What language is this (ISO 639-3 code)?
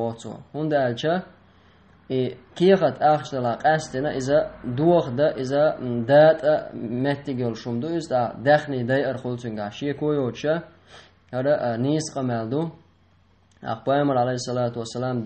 che